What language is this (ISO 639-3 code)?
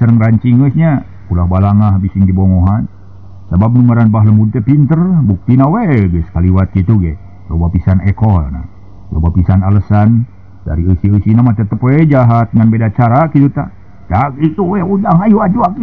sun